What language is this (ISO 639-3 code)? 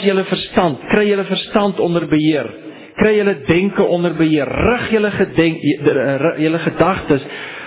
afr